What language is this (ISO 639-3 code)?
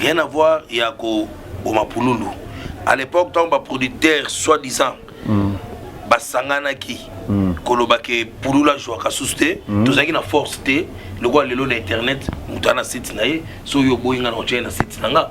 lin